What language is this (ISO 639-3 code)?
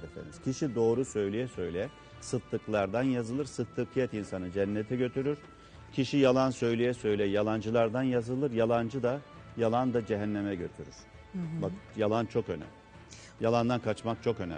tur